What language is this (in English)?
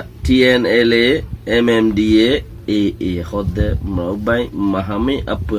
Rohingya